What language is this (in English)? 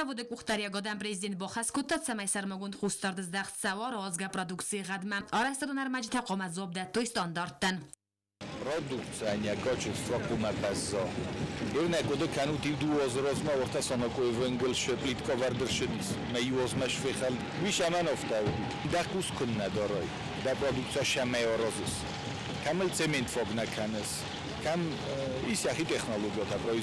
Ossetic